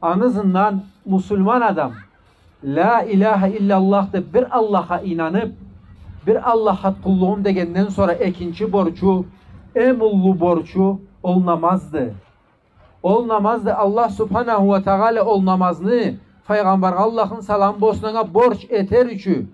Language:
Karachay-Balkar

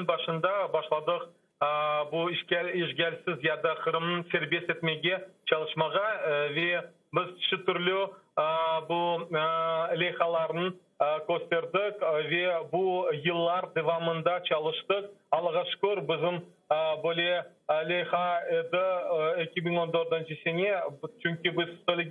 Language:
Crimean Tatar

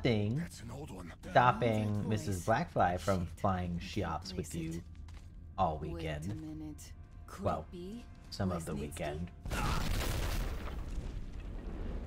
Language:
English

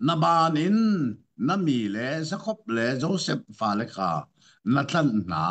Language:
Hakha Chin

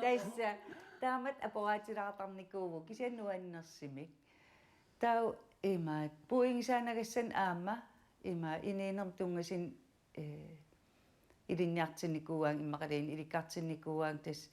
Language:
Kalaallisut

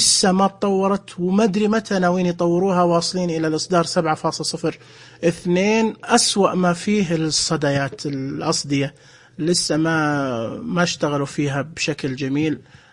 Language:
Najdi Arabic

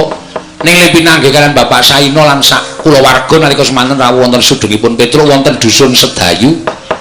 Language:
Javanese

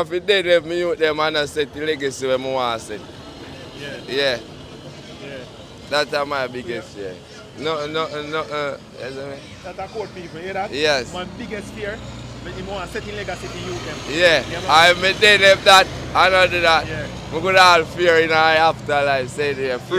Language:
Jamaican Creole English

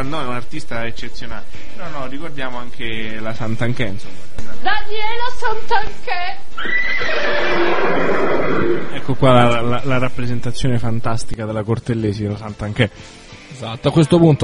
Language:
Italian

